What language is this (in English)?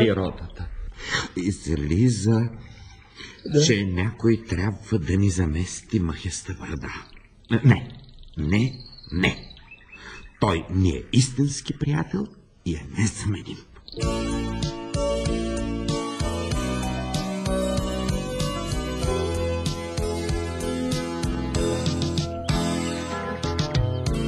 Bulgarian